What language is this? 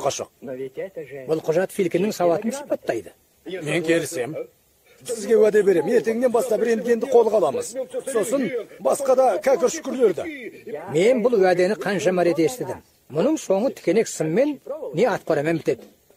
Kazakh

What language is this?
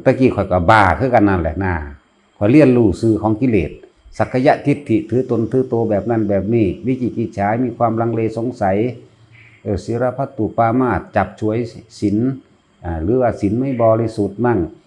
Northeastern Thai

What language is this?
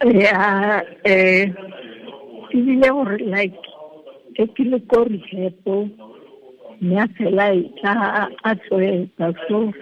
Tswana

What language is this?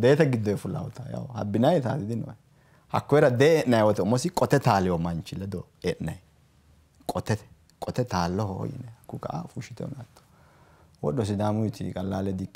Sidamo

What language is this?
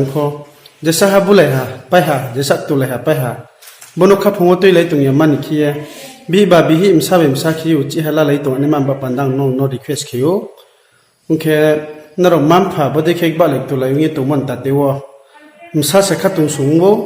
Riang (India)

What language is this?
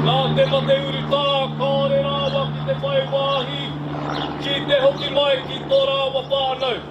Māori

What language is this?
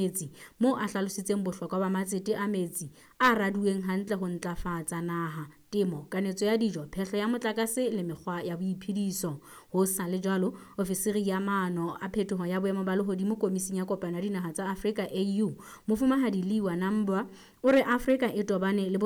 Southern Sotho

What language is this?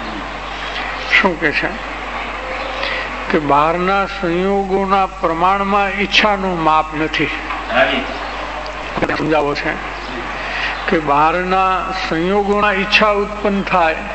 Gujarati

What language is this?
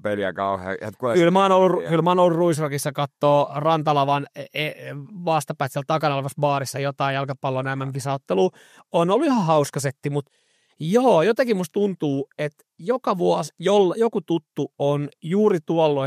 Finnish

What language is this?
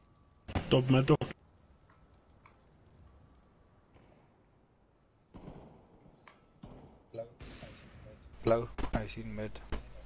Afrikaans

